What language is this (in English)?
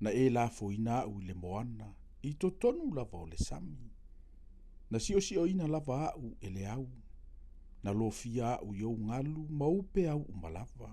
Samoan